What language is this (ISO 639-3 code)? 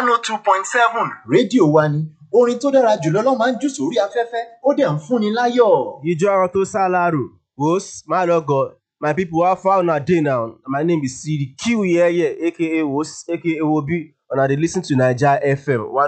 pcm